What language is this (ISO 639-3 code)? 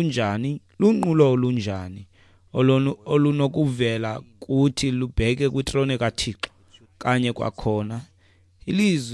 xho